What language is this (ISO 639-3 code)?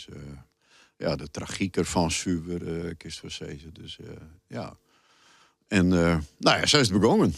fry